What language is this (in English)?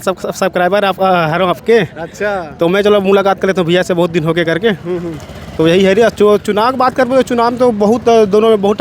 Chhattisgarhi